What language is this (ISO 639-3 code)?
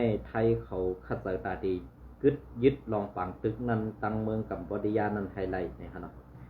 shn